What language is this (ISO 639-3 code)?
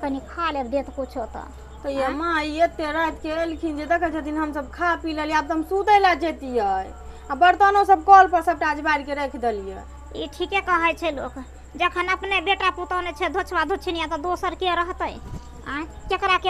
mai